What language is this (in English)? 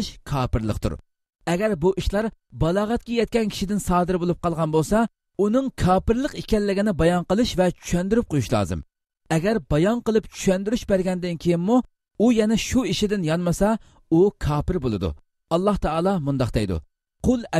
Uyghur